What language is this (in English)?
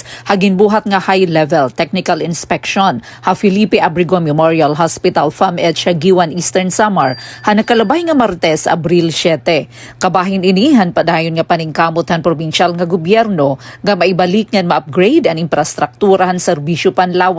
Waray